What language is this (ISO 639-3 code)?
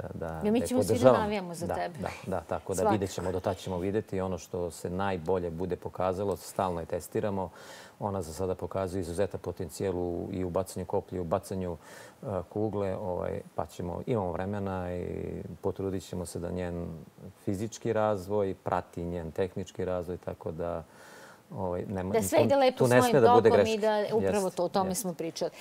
srp